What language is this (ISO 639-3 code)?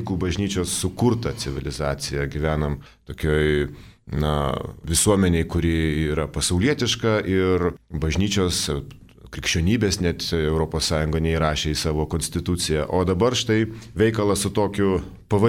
lit